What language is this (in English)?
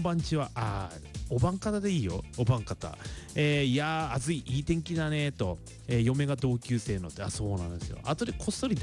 Japanese